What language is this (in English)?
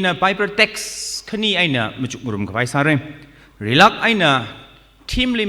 Tangkhul Naga (India)